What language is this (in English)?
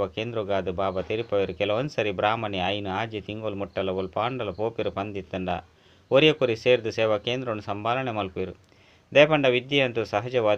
Tulu